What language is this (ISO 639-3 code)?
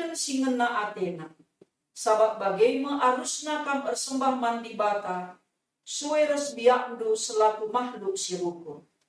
btx